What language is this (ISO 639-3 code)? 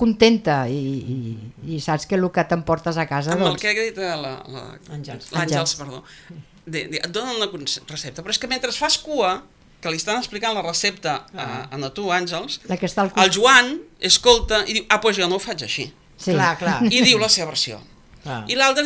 cat